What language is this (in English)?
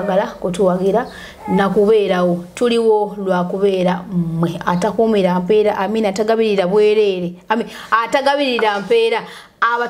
Ganda